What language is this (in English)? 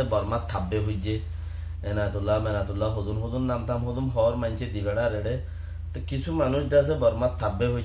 Rohingya